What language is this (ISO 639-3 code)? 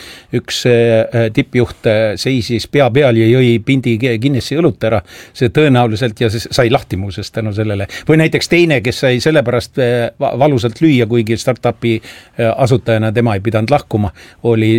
est